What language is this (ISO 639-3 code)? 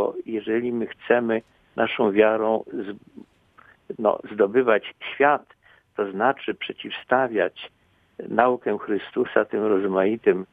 pol